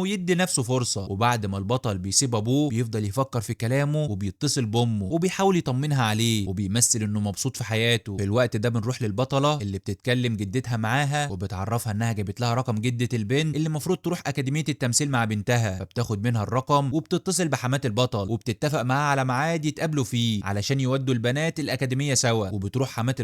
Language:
Egyptian Arabic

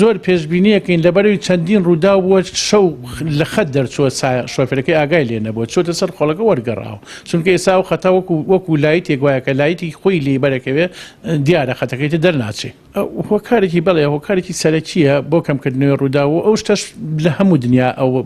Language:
Central Kurdish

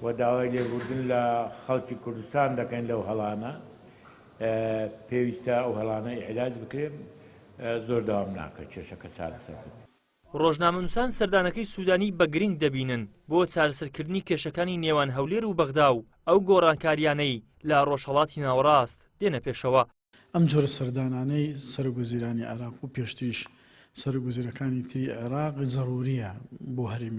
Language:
Central Kurdish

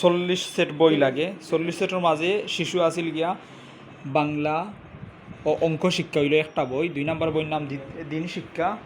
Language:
Sylheti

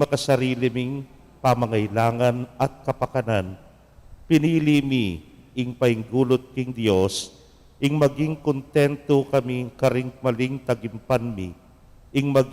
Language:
Pampanga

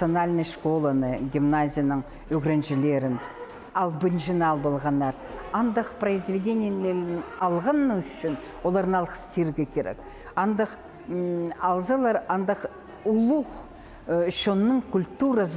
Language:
Khakas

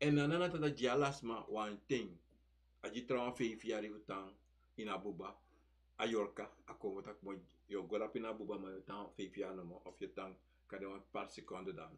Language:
Sranan Tongo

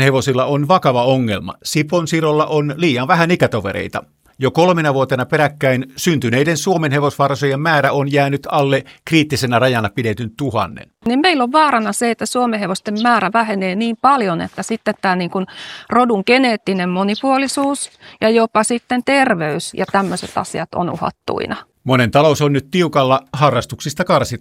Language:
Finnish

